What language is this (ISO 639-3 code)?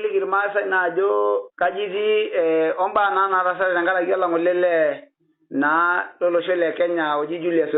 mas